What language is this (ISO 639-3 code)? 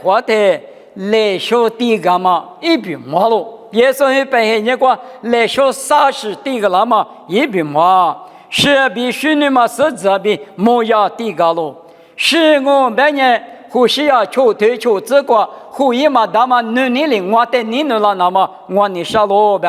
lis